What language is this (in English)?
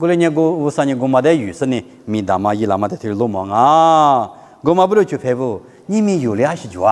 Lisu